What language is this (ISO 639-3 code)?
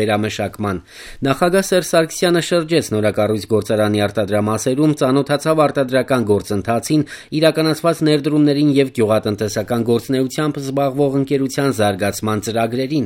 hye